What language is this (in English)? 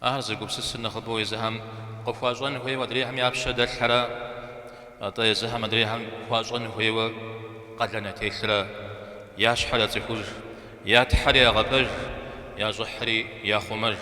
Kabardian